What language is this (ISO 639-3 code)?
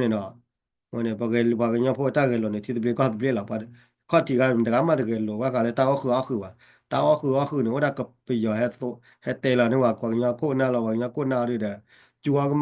ksw